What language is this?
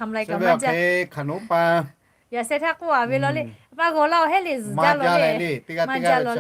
Lahu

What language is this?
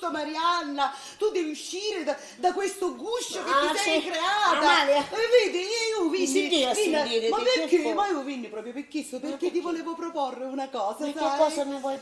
Sicilian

